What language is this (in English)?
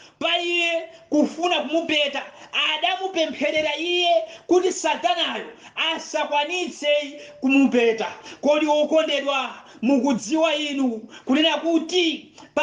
Nyanja